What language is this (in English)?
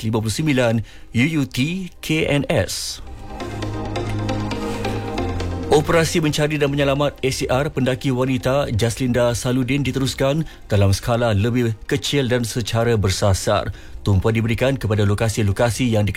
Malay